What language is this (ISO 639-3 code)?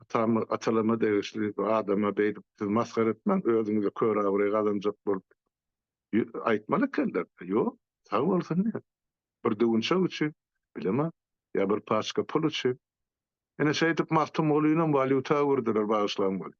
tuk